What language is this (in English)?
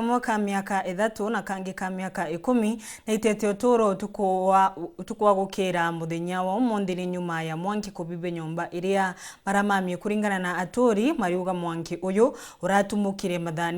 Meru